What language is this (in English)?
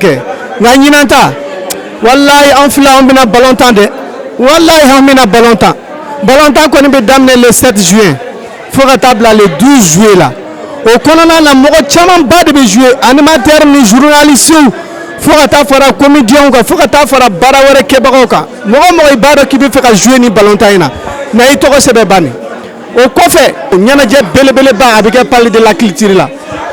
Bambara